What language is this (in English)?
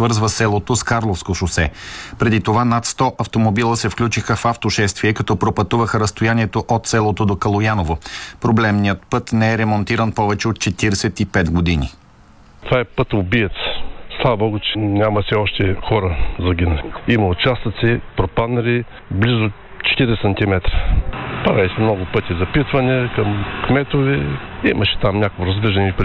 Bulgarian